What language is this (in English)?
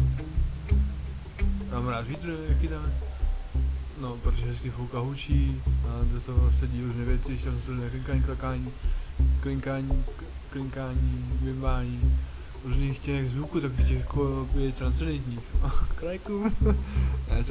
Czech